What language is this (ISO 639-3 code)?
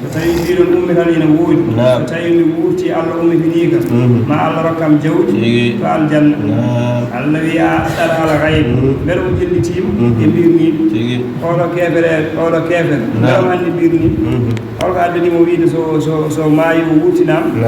ful